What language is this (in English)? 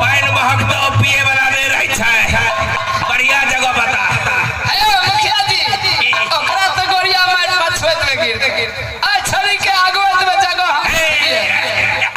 Maithili